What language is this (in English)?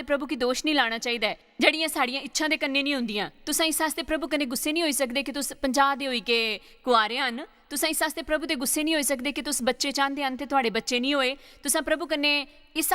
Dogri